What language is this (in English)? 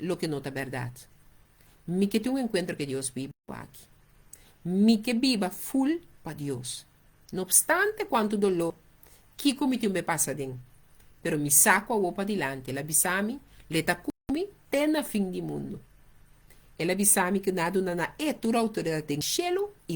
Papiamento